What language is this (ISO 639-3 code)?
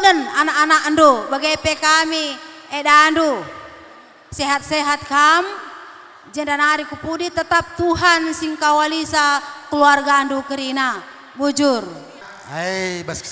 btx